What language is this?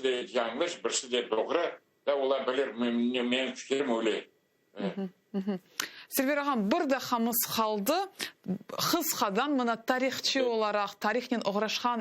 Crimean Tatar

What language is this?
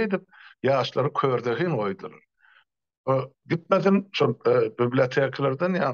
Turkmen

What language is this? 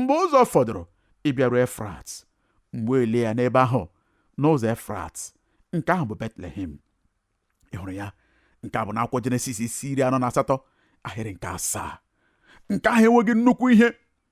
Igbo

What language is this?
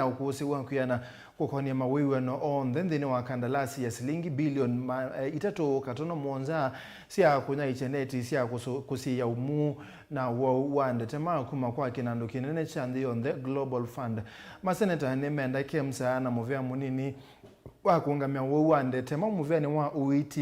Kamba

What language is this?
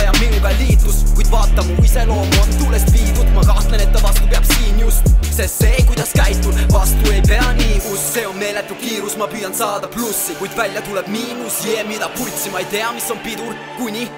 Estonian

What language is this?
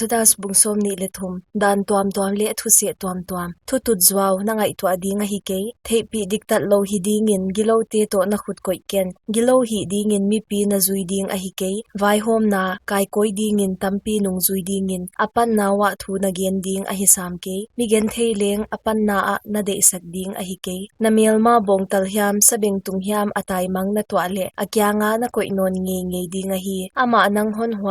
Paite Chin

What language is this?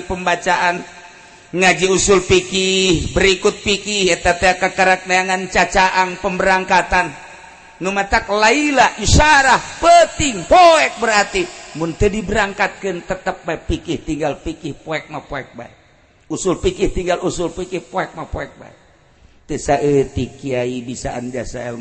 Sundanese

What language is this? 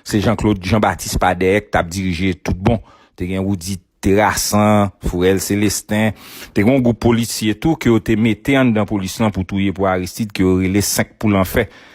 Haitian Creole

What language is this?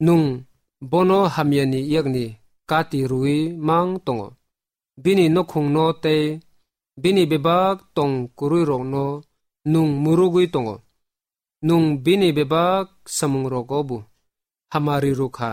Kok Borok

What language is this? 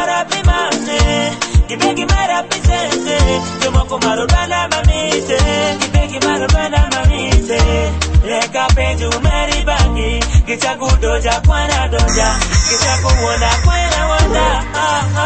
Swahili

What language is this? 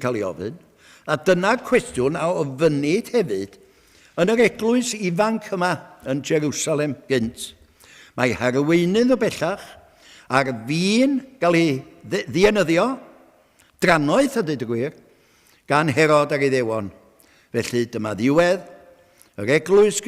Welsh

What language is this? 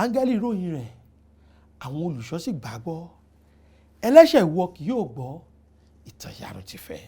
Yoruba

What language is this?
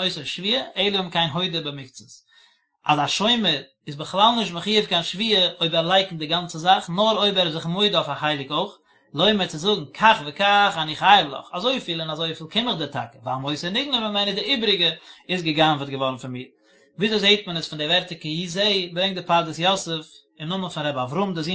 Yiddish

